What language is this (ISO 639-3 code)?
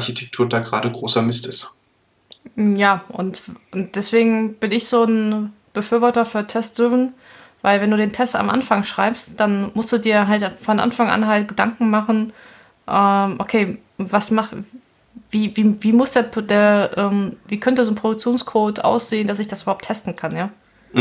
deu